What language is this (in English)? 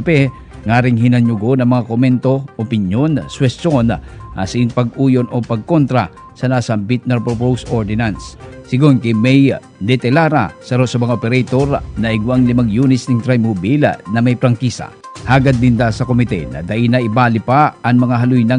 Bikol